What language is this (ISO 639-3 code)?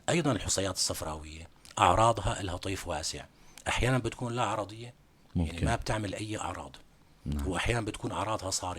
apc